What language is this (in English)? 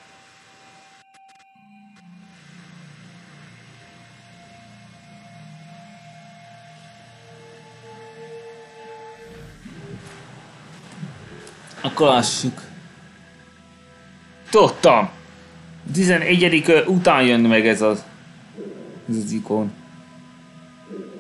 Hungarian